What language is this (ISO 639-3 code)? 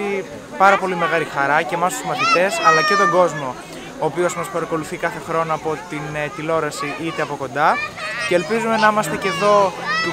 ell